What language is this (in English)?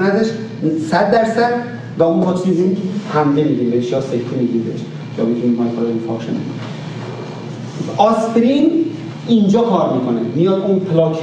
Persian